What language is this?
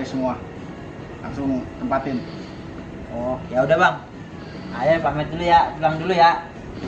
Betawi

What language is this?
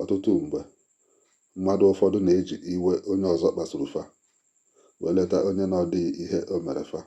Igbo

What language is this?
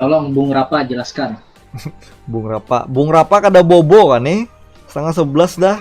Banjar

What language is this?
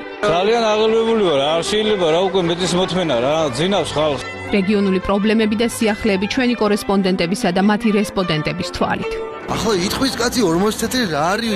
Georgian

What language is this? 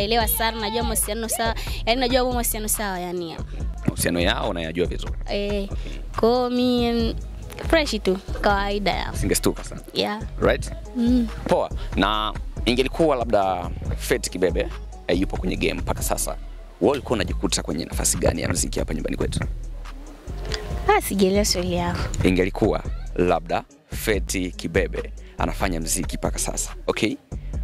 Swahili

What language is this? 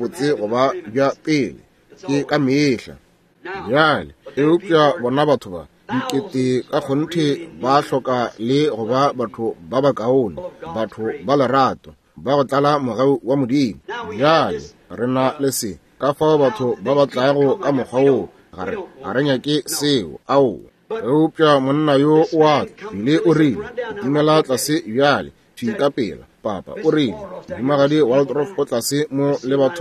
Northern Sotho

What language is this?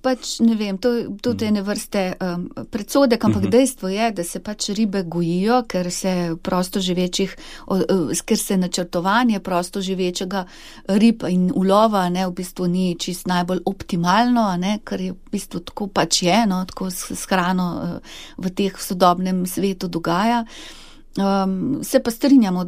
Slovenian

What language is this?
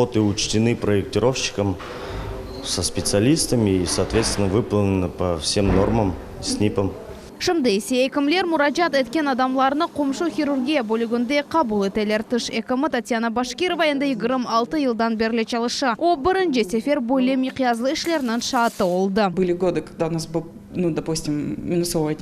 Crimean Tatar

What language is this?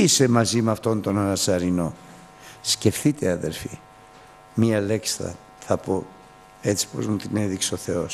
Greek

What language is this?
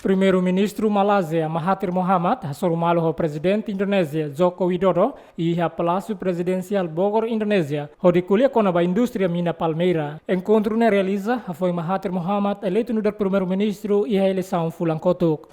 Tetum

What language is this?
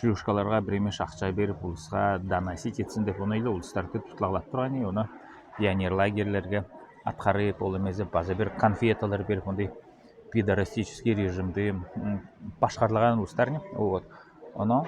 Southern Altai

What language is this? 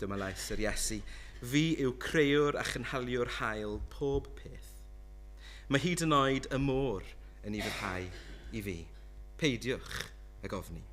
Welsh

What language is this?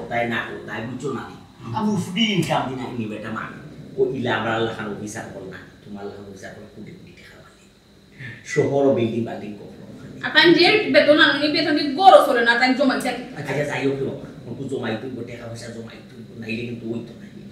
Sylheti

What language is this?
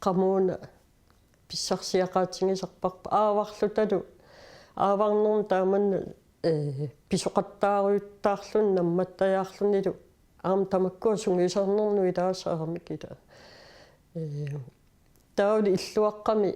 Kalaallisut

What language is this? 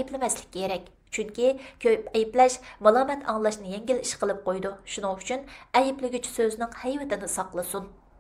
Uyghur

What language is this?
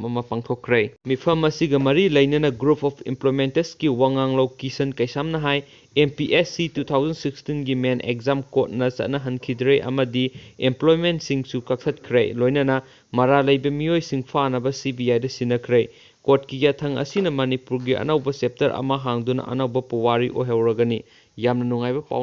Manipuri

